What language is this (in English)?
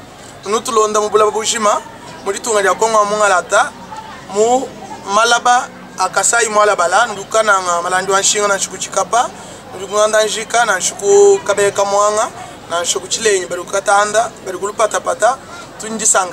Luba-Lulua